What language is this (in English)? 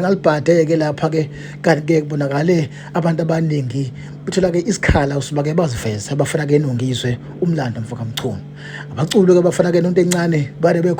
Zulu